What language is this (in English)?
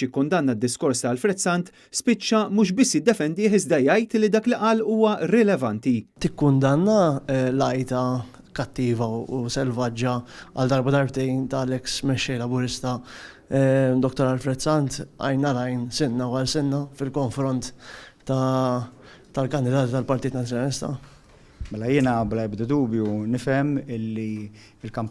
Maltese